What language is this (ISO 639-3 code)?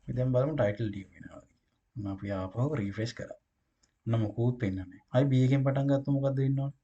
sin